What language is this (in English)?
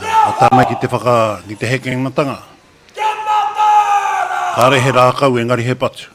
Māori